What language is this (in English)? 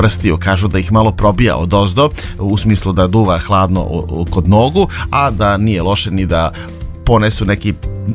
Serbian